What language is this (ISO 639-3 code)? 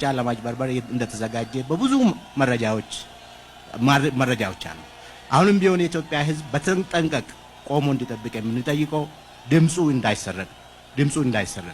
amh